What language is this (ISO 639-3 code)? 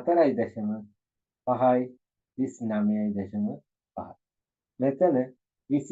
sin